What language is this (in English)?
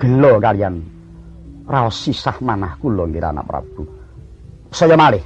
Javanese